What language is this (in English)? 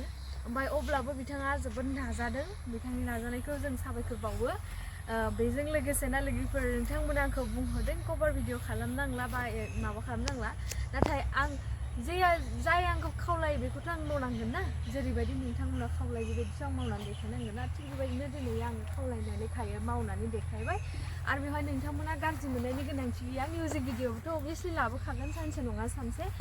Bodo